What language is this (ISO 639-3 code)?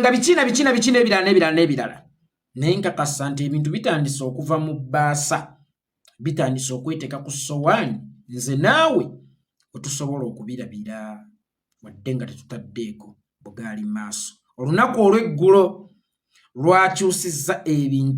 lug